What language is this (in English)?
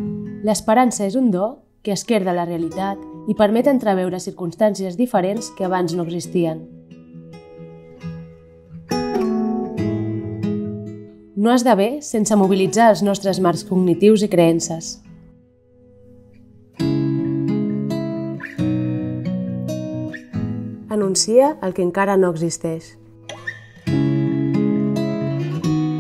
Catalan